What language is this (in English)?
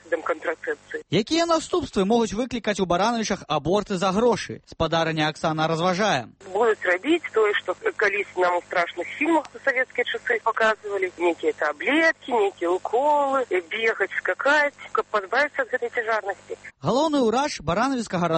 Belarusian